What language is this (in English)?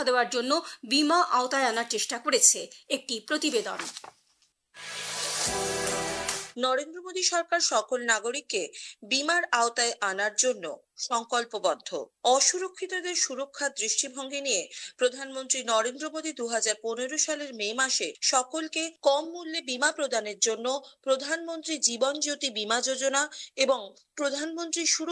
Bangla